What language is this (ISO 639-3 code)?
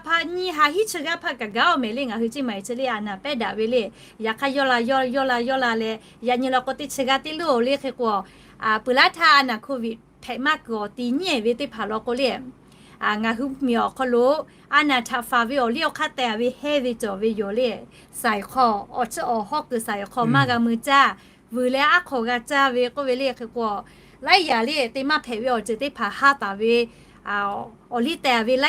lhu